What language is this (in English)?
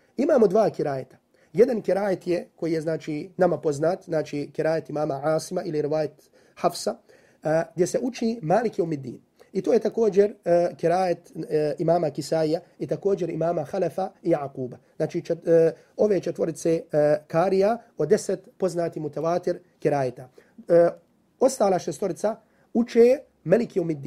Bosnian